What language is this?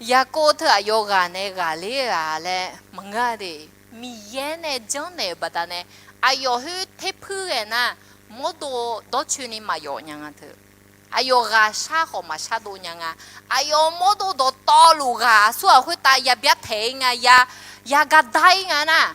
Akha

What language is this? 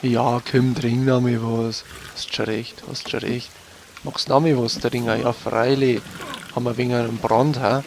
Bavarian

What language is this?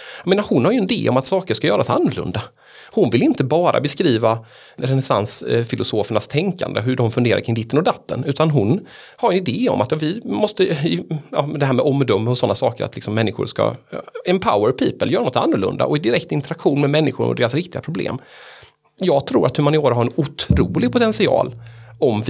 Swedish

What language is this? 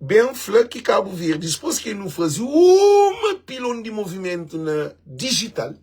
Kabuverdianu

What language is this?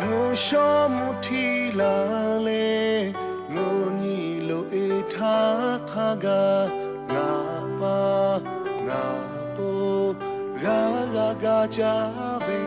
Lahu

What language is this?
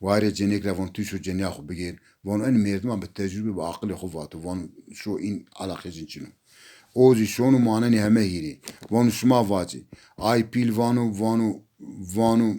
Zaza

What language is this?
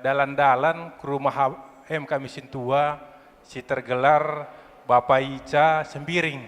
Batak Karo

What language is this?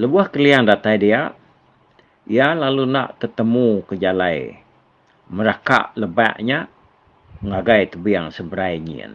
Iban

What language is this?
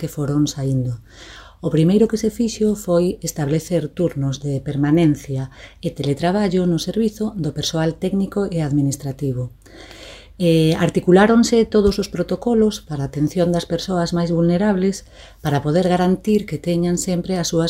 Galician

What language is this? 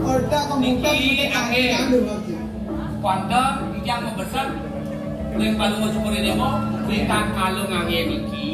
Balinese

